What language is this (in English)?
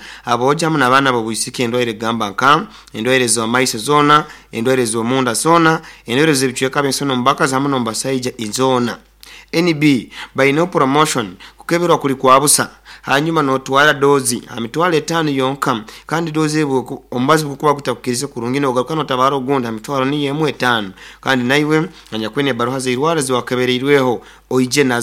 Nyoro